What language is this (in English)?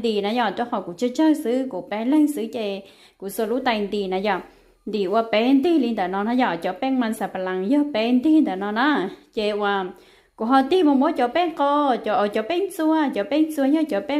Hmong